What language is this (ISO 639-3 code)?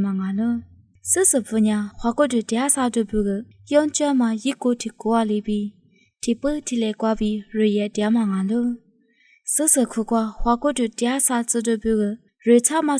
lis